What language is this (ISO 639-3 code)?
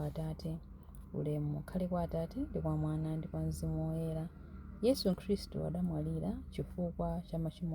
nya